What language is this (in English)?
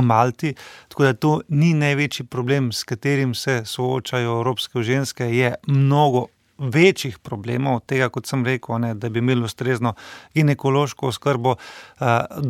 Slovenian